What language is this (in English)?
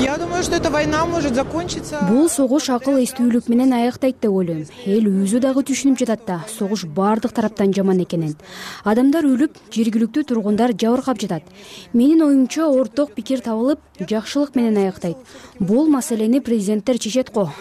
Kyrgyz